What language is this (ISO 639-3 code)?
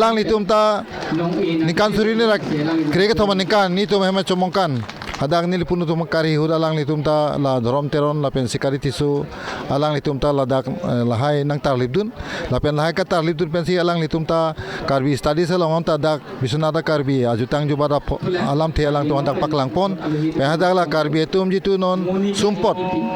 mjw